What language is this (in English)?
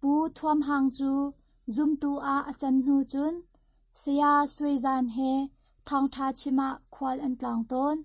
Hakha Chin